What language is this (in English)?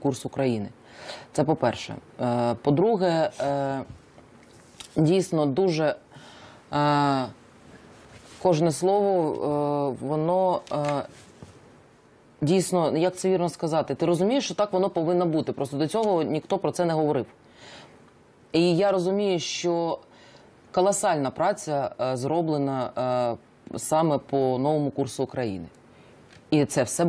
Ukrainian